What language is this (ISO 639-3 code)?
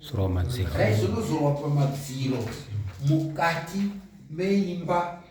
sna